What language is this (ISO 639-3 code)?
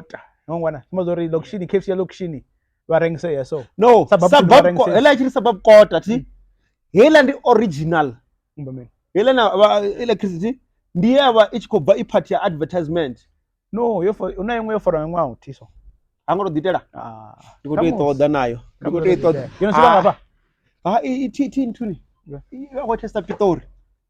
ven